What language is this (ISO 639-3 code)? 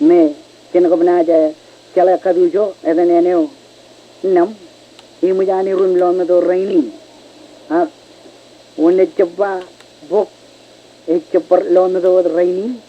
mah